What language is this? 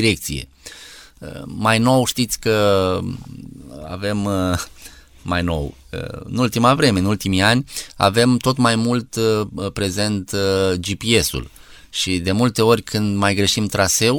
Romanian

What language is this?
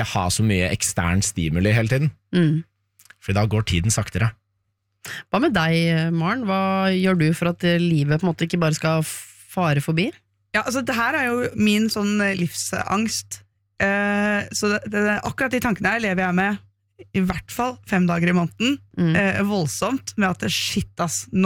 Norwegian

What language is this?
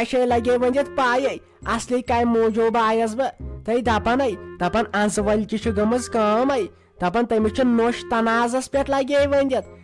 Kashmiri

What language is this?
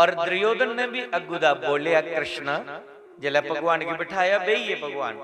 Dogri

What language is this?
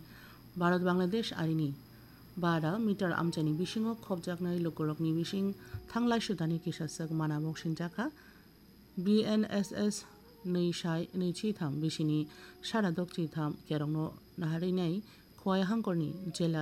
Kok Borok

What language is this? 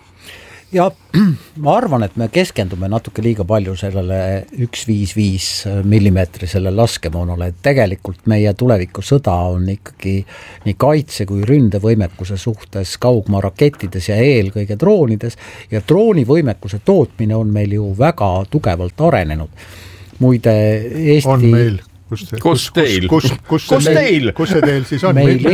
Estonian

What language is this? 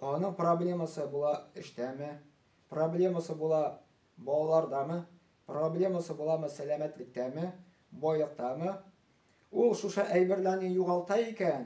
Tatar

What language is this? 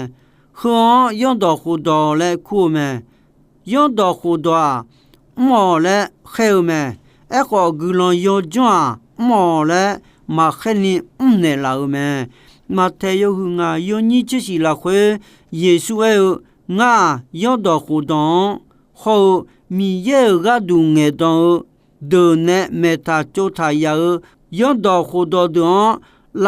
Akha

